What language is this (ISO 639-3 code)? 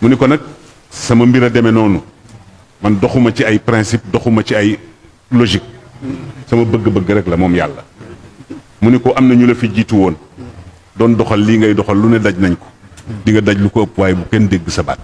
wol